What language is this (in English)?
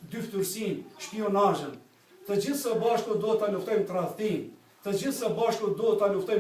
Albanian